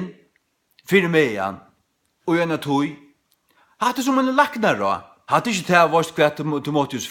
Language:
Faroese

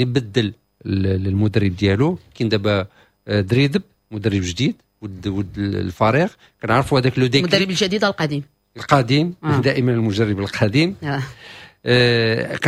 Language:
Moroccan Arabic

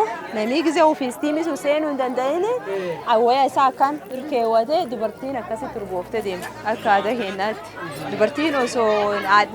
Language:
Oromo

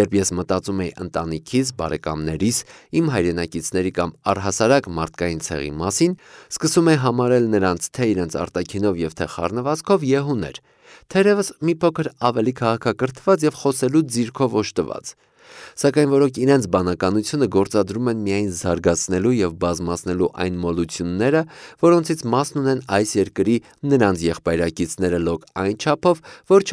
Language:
Armenian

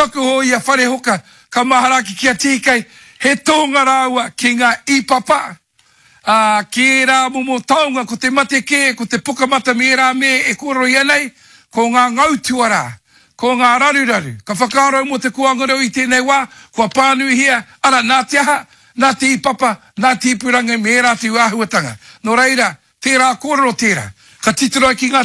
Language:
Māori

